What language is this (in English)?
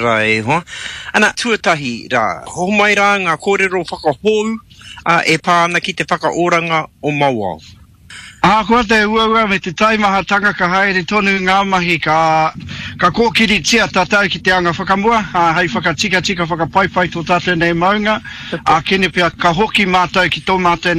Māori